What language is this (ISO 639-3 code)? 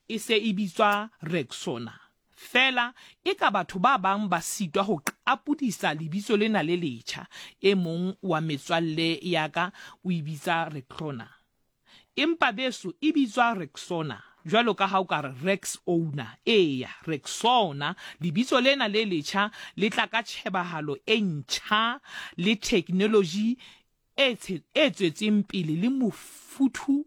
sot